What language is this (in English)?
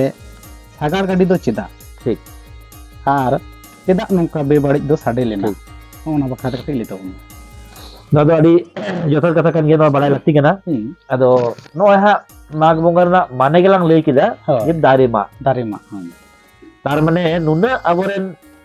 Santali